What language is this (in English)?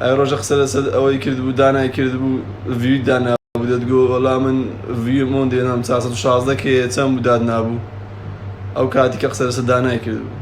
Central Kurdish